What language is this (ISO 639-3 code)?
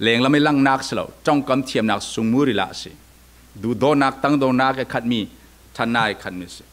cfm